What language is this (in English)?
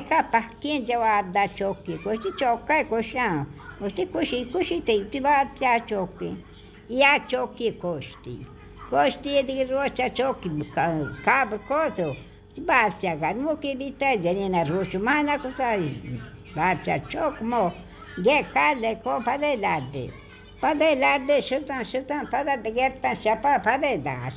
Baluchi